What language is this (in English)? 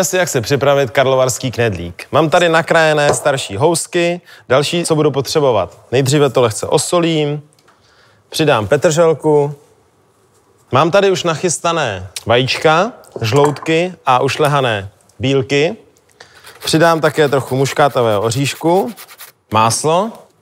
Czech